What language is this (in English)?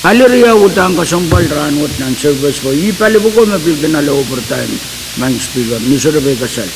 Pohnpeian